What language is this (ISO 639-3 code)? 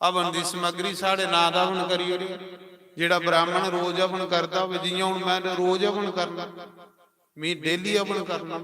doi